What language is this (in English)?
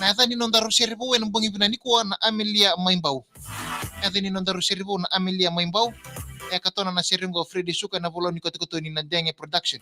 Fijian